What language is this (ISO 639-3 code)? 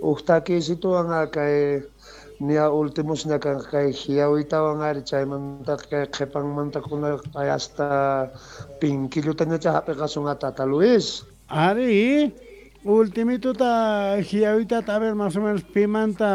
quh